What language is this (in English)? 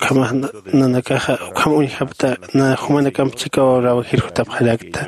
Aymara